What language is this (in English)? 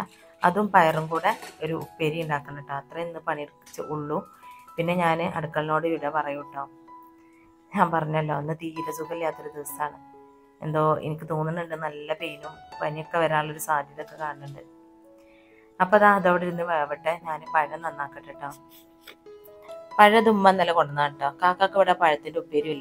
Malayalam